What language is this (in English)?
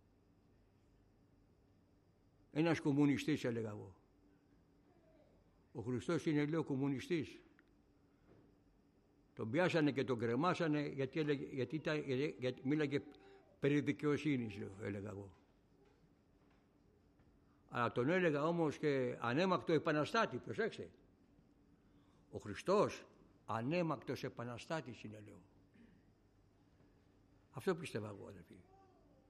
Greek